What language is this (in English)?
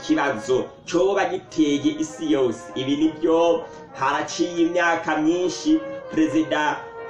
Rundi